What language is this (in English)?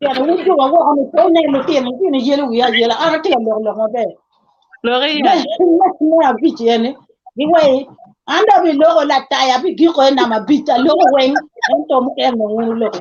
Acoli